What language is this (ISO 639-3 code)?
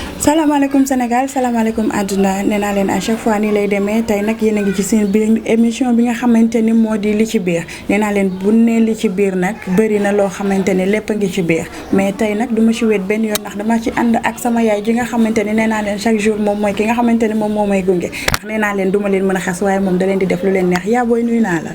wol